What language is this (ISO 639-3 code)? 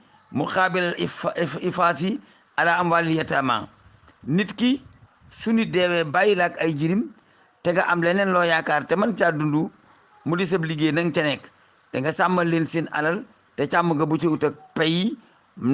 wol